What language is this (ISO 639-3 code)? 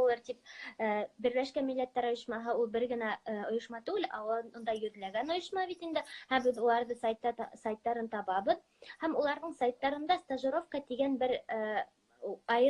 bak